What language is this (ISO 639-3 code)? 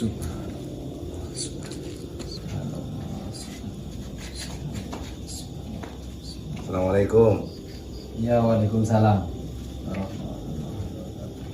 mad